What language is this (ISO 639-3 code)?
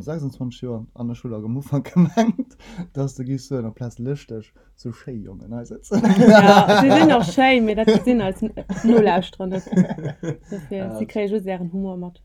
ltz